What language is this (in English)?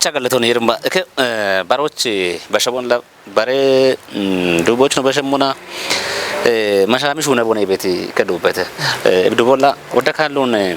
Kafa